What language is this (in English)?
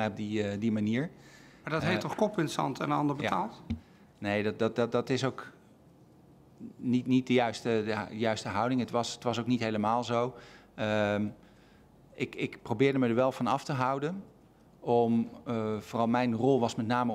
Dutch